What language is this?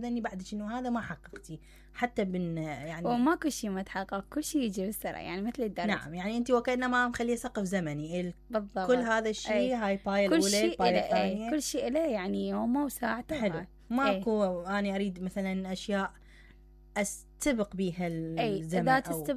Mesopotamian Arabic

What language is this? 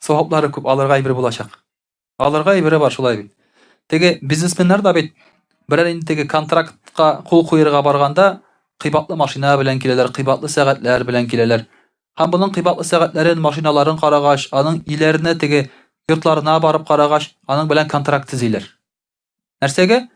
Tatar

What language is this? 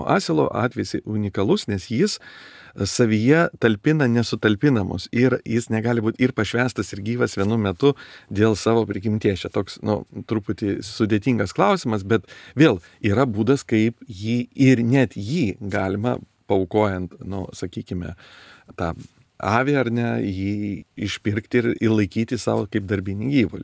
Lithuanian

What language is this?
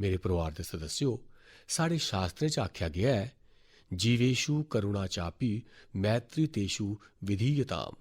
Dogri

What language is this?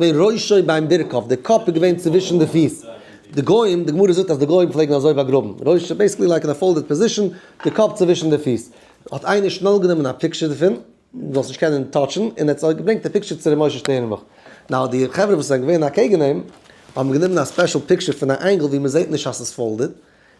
Yiddish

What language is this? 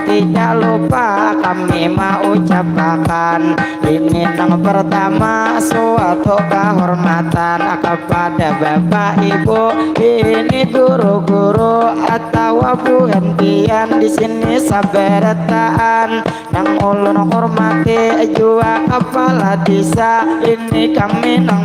Banjar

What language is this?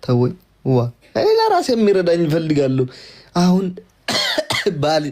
Amharic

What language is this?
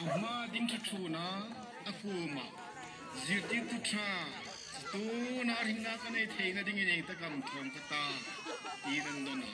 Hmar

